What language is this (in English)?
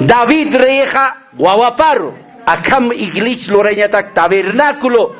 Aymara